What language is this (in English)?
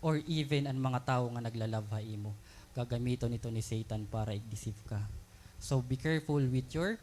Waray